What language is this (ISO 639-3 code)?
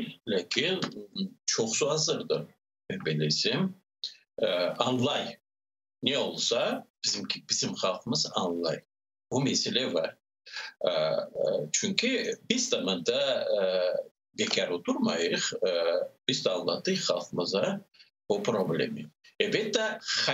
crh